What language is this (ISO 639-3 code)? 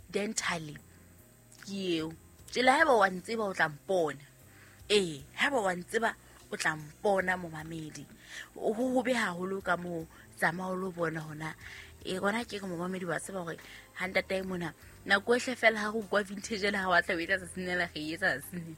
sot